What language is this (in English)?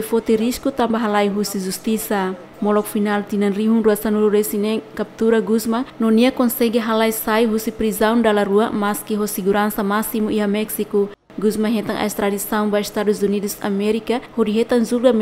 Tetum